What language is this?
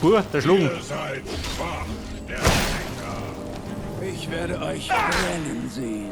Bavarian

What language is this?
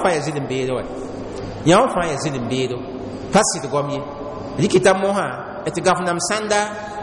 Mossi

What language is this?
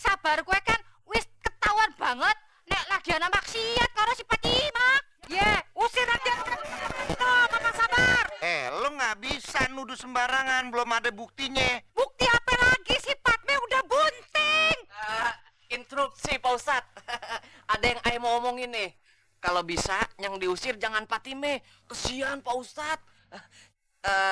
Betawi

